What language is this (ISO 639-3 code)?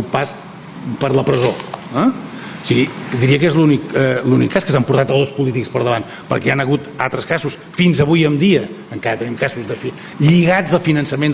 cat